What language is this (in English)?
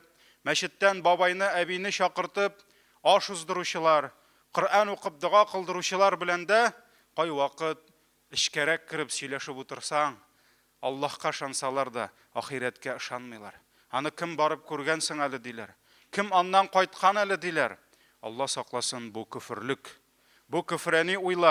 Tatar